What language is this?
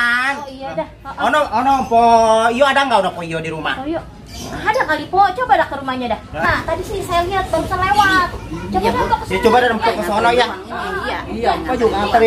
Betawi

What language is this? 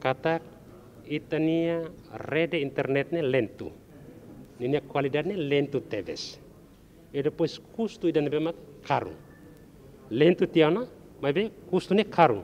Tetum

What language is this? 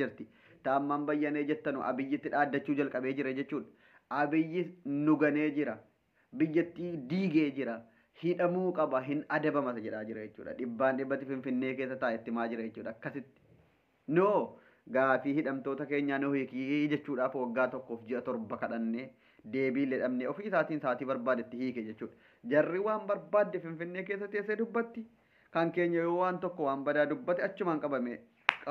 Oromo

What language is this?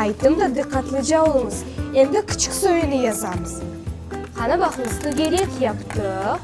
Crimean Tatar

